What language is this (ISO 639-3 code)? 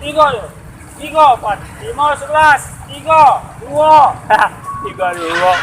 mui